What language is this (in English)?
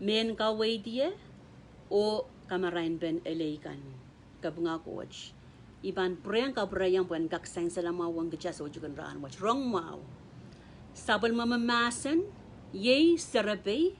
Pohnpeian